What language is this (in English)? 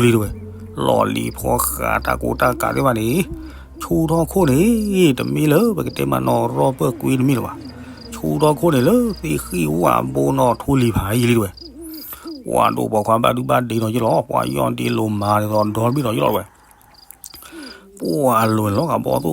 S'gaw Karen